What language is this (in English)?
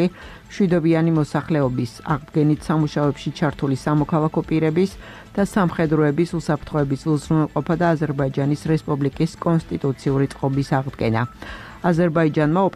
Georgian